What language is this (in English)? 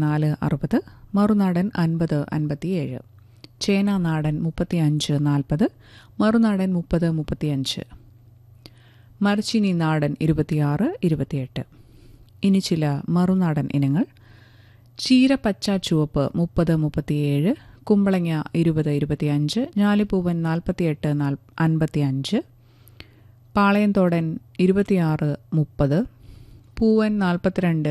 Malayalam